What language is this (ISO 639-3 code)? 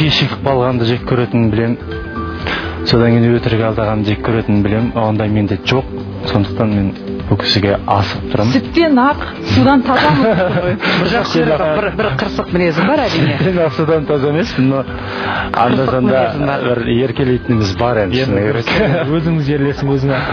kaz